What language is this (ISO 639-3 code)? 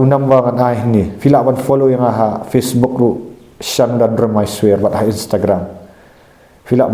kha